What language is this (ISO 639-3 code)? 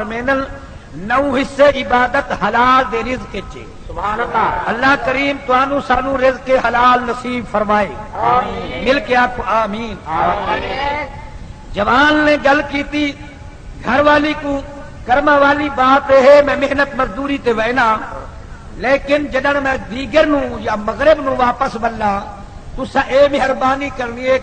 skr